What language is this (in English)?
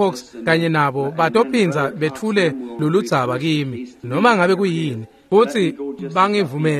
Swati